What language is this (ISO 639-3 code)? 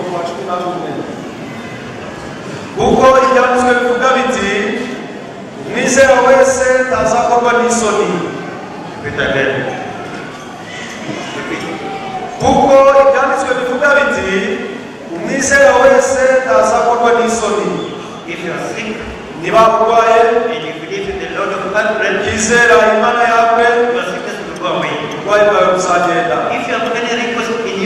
kin